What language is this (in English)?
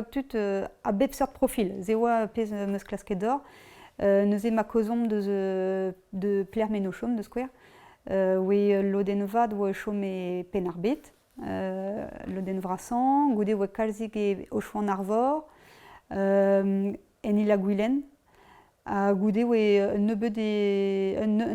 Breton